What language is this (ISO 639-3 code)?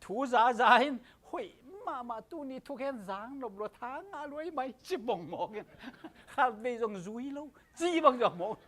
ctd